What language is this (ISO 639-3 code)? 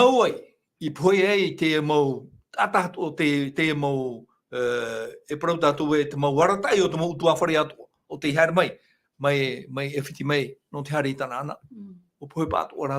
tah